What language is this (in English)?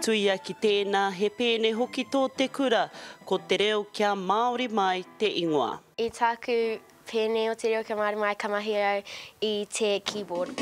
Māori